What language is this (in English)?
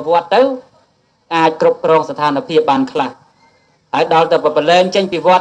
Khmer